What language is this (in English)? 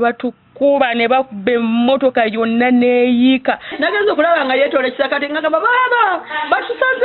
Ganda